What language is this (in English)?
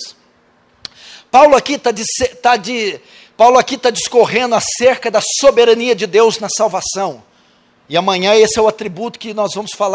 Portuguese